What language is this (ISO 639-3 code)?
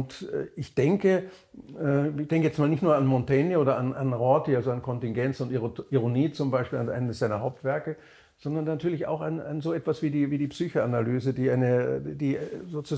deu